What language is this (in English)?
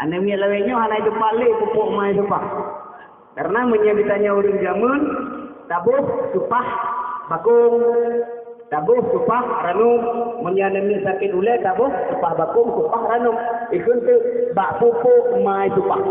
Achinese